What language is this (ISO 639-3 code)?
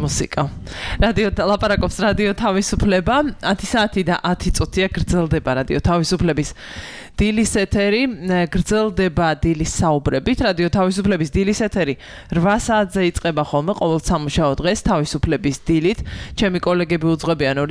kat